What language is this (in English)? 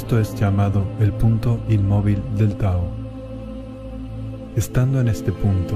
Spanish